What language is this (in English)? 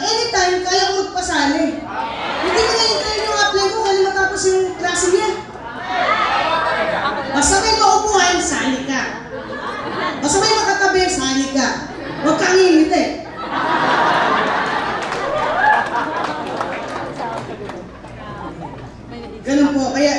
Filipino